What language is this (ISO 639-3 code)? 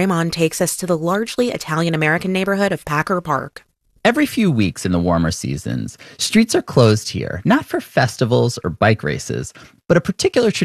eng